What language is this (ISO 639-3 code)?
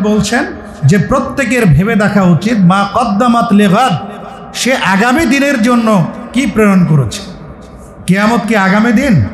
ben